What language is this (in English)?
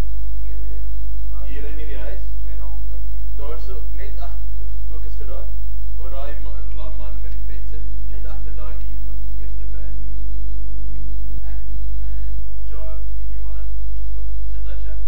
Afrikaans